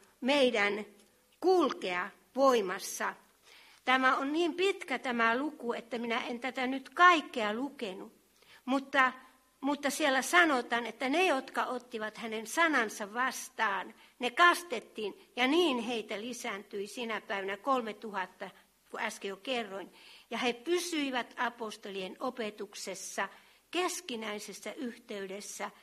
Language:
Finnish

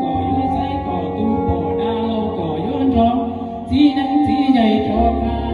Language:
Hmong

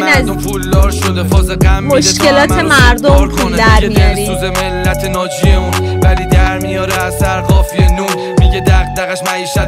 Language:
Persian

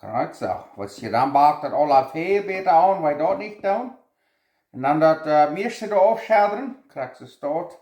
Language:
Plautdietsch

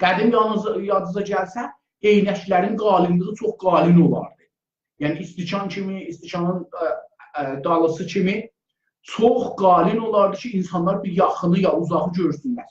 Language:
South Azerbaijani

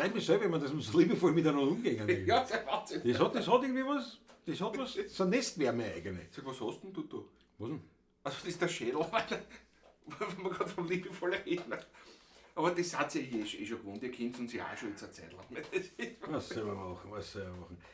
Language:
Bavarian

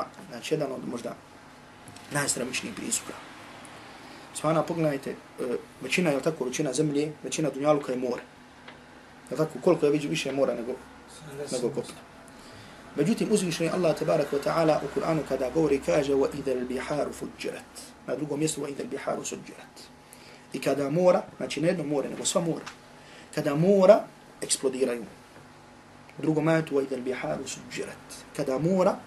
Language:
Bosnian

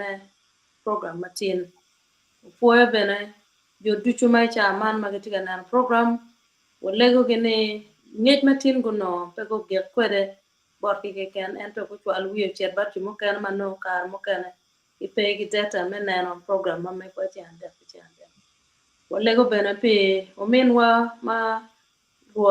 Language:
Acoli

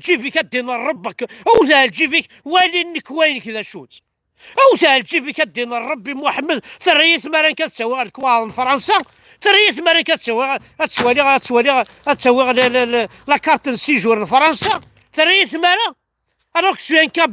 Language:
Kabyle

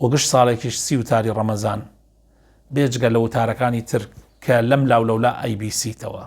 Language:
Central Kurdish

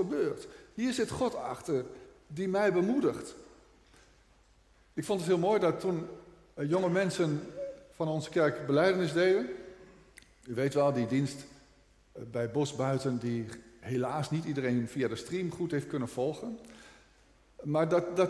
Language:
Dutch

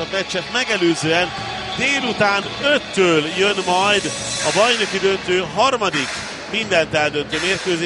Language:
Hungarian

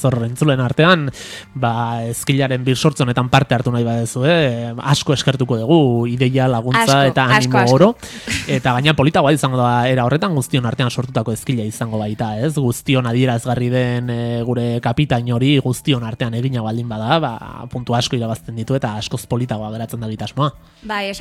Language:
Basque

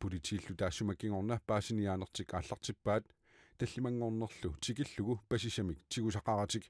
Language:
Kalaallisut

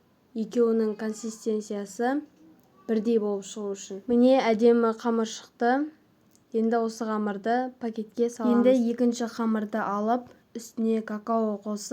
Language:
Kazakh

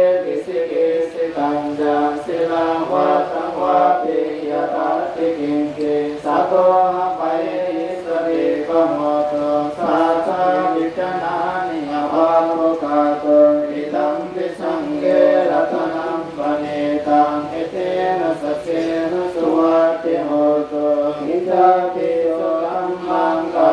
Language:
Pali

